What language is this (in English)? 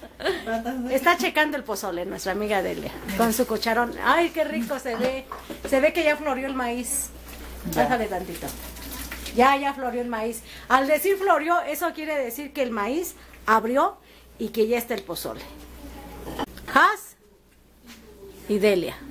Spanish